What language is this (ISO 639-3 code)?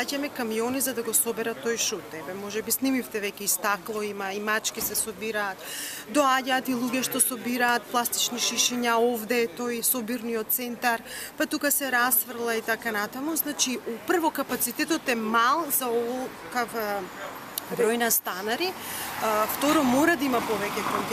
mkd